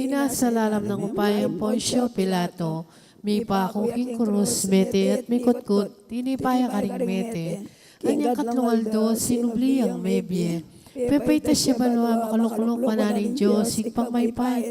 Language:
Pampanga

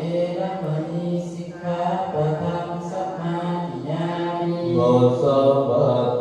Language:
Pali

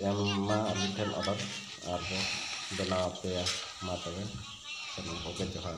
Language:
Santali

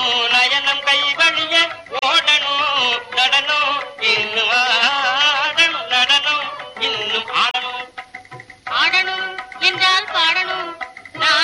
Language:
Tamil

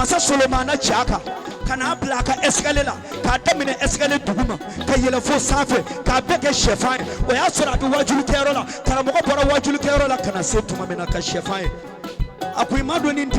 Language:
Bambara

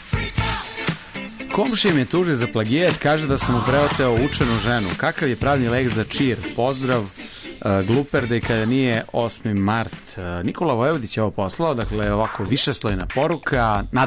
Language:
Serbian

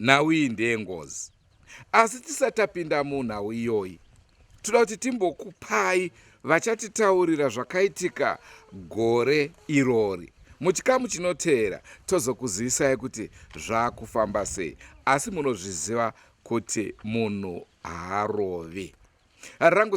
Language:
Shona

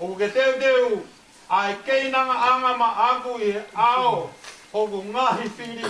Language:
Tongan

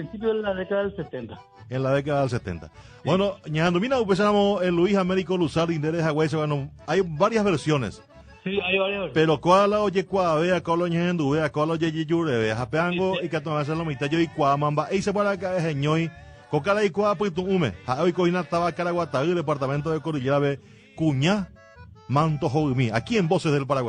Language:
Guarani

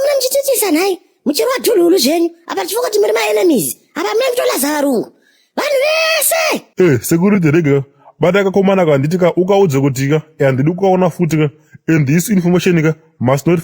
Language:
Shona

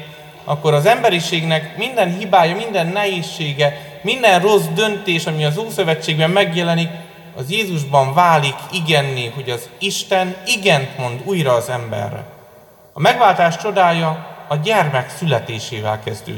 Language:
Hungarian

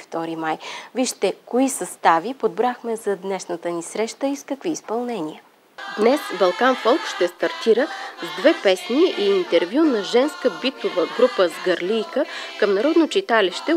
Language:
Bulgarian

